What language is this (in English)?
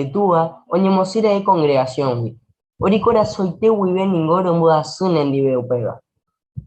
Guarani